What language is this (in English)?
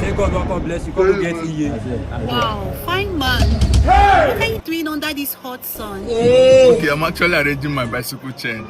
Nigerian Pidgin